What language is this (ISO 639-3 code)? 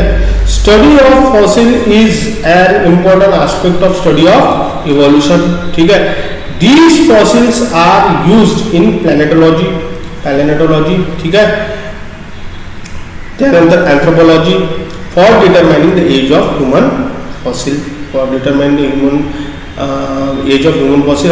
mar